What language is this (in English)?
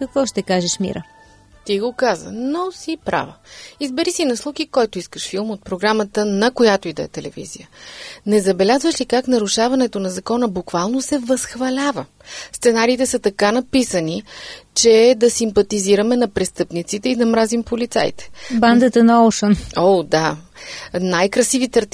Bulgarian